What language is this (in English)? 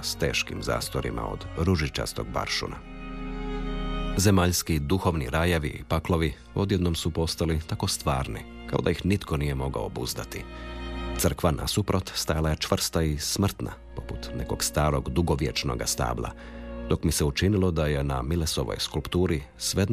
Croatian